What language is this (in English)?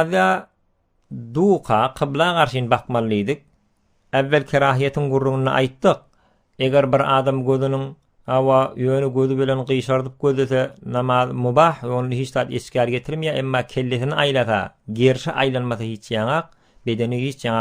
Turkmen